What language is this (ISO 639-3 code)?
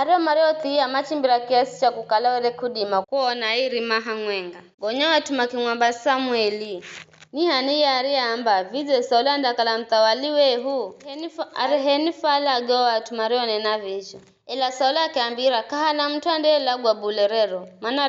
nyf